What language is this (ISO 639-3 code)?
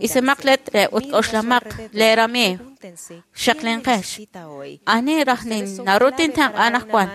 kek